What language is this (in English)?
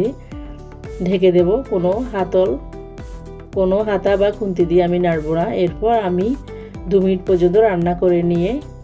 Bangla